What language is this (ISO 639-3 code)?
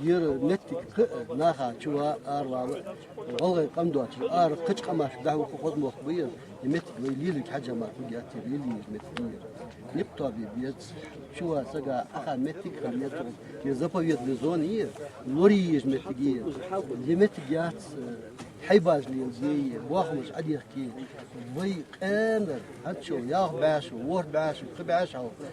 inh